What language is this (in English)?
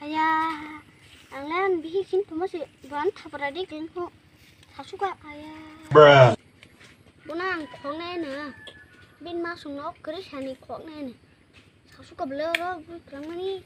Kok Borok